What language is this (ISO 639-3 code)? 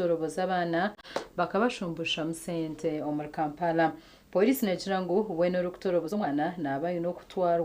nyn